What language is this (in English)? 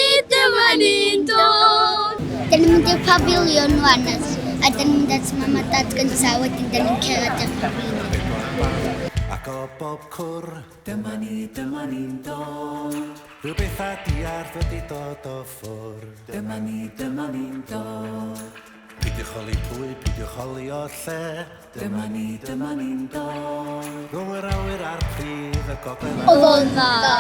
Welsh